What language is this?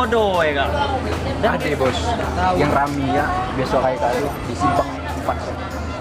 Musi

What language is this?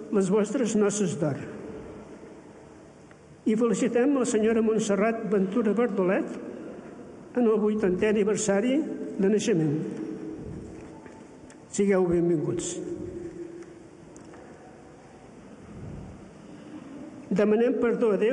Catalan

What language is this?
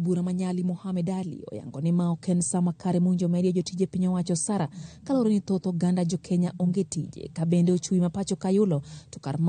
Luo (Kenya and Tanzania)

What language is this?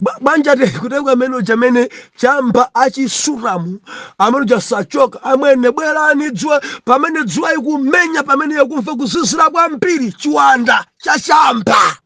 Nyanja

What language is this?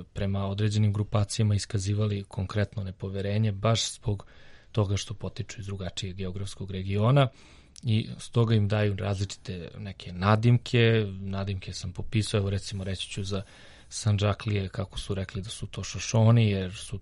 Serbian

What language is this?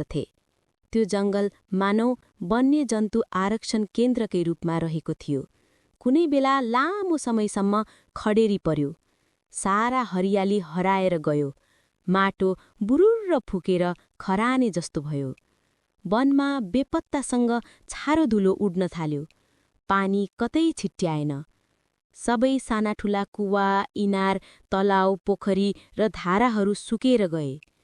Nepali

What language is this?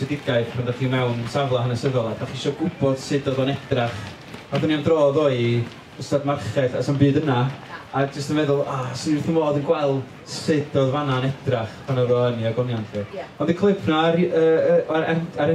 Welsh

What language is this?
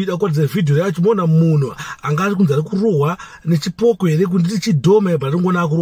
Shona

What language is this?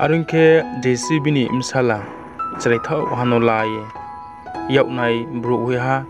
Riang (India)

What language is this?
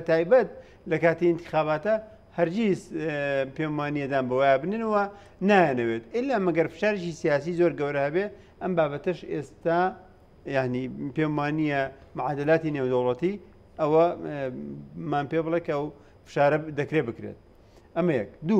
Central Kurdish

